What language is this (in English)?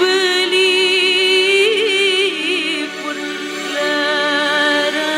Betawi